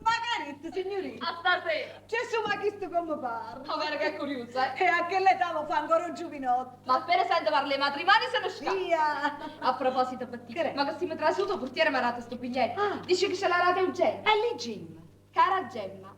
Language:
Neapolitan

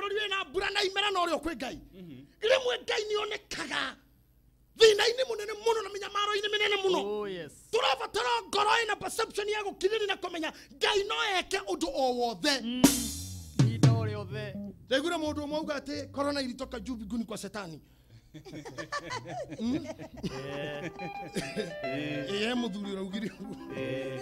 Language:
Kikuyu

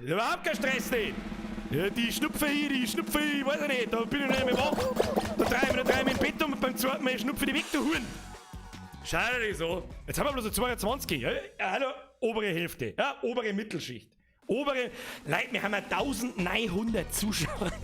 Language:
Bavarian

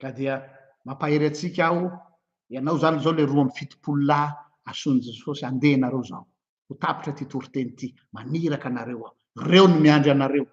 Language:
Malagasy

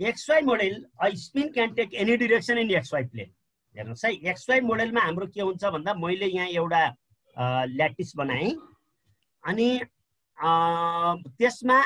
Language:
Nepali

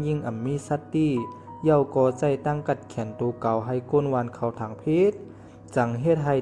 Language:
Shan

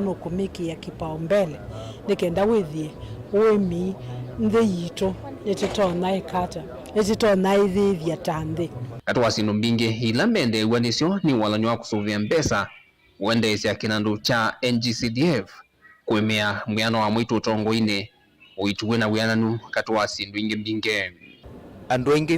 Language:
Kamba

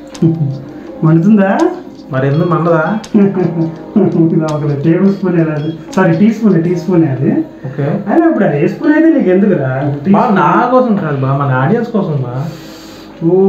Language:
Telugu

